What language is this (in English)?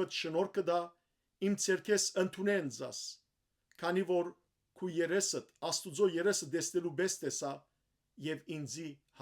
Western Armenian